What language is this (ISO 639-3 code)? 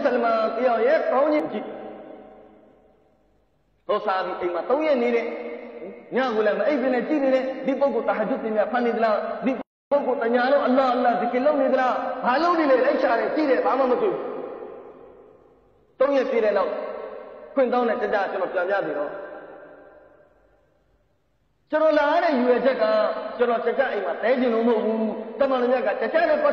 mya